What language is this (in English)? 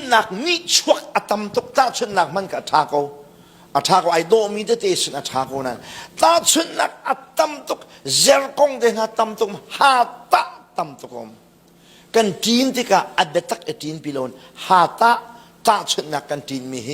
Hakha Chin